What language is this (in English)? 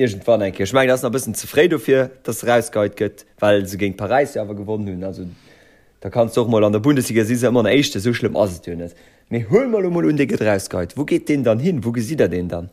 Luxembourgish